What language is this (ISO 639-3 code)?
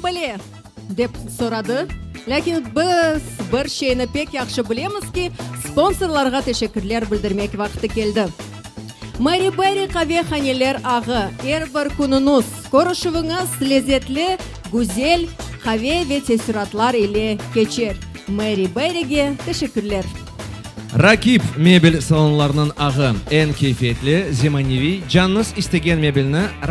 crh